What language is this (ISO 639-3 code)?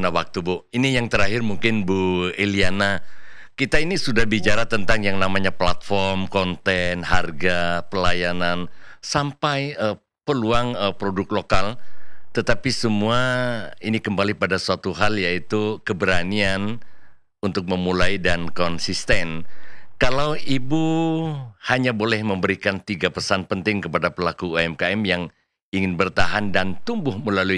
ind